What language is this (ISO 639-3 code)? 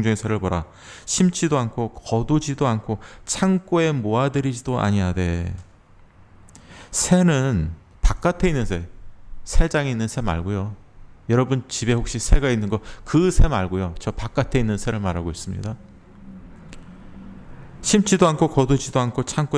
kor